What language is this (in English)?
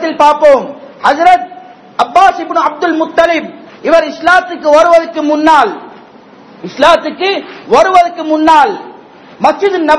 Tamil